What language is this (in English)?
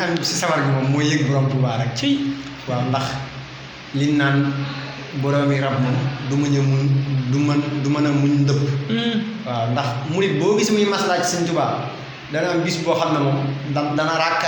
Wolof